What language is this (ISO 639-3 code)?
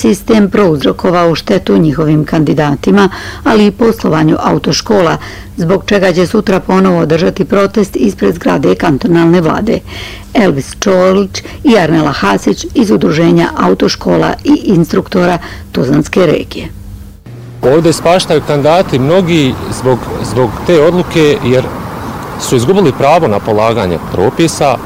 bos